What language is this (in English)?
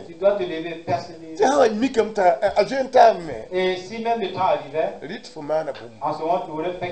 Mossi